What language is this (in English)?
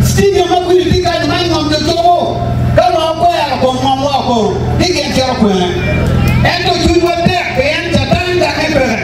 Acoli